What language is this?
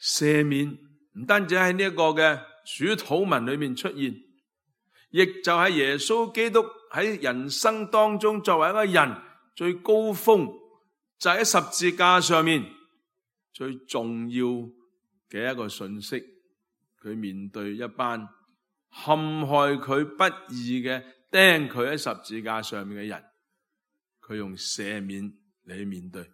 Cantonese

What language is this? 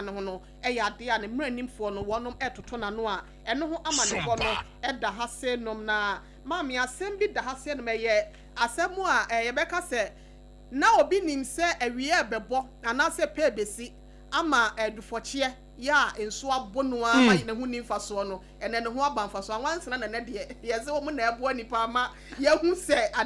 Akan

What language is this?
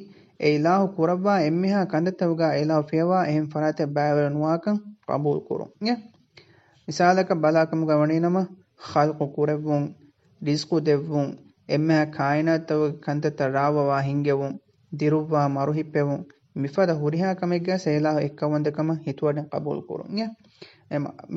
Divehi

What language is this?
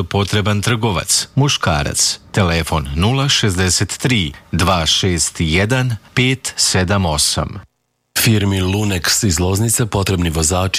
Serbian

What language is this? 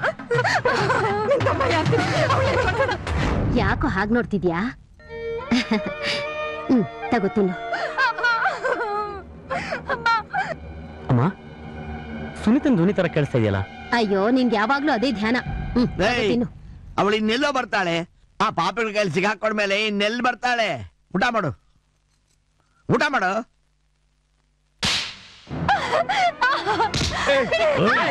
Kannada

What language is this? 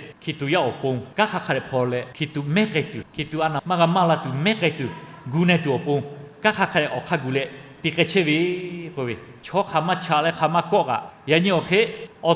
Lahu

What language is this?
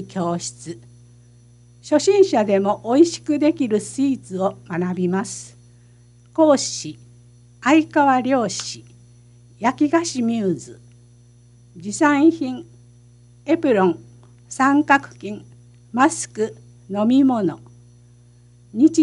Japanese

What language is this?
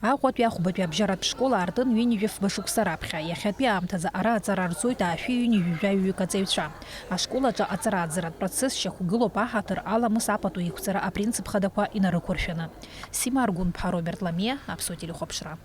Abkhazian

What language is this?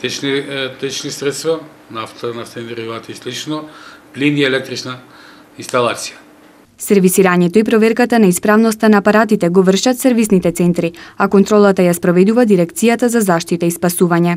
Macedonian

